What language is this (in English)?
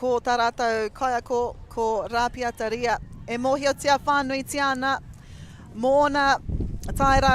Māori